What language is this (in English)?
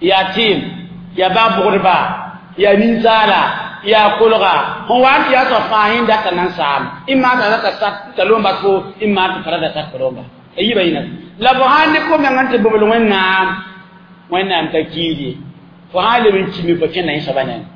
Mossi